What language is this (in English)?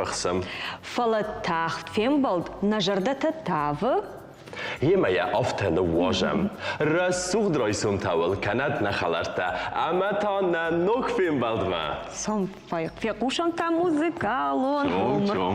Ossetic